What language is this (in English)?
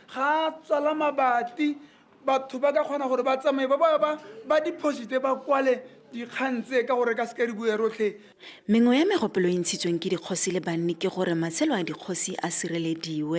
Tswana